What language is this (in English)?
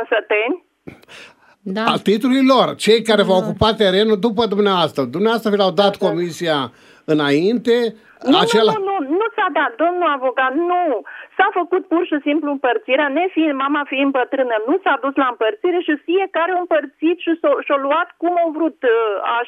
Romanian